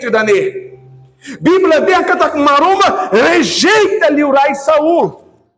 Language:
Tetum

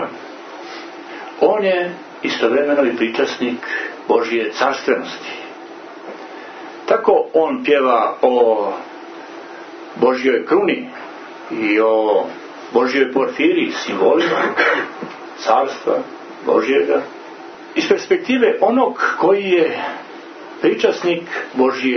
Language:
Croatian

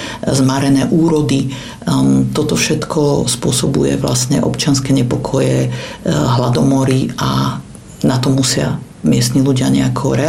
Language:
Slovak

